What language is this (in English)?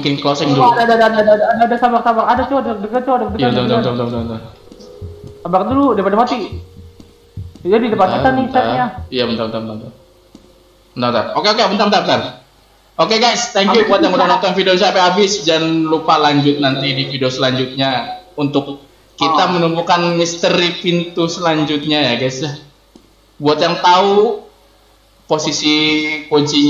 Indonesian